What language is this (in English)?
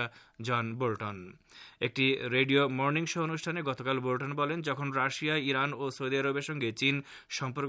Bangla